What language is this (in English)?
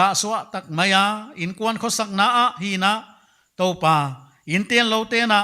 Paite Chin